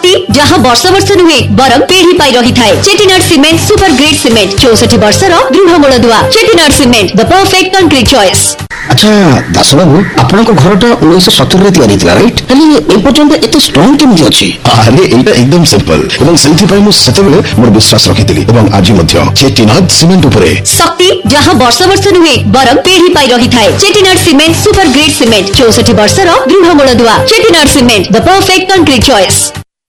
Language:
Odia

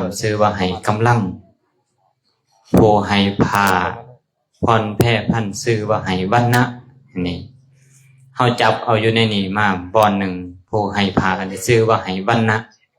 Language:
Lao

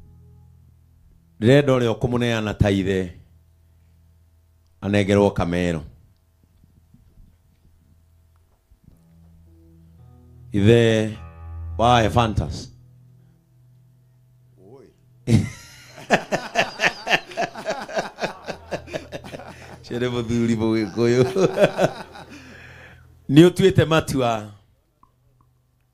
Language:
Kikuyu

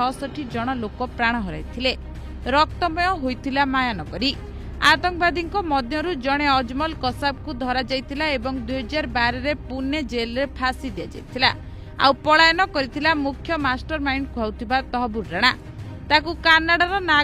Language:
Odia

